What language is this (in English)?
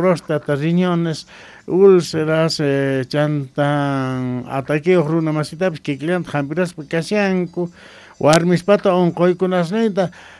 South Bolivian Quechua